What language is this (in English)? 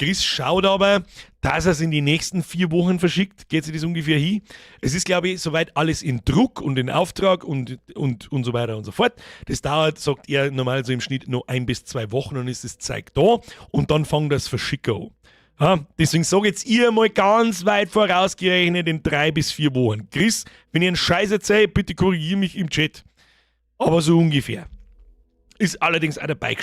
Bavarian